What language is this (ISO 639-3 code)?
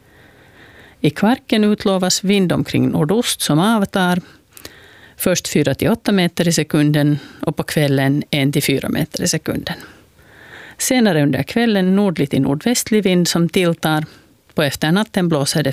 swe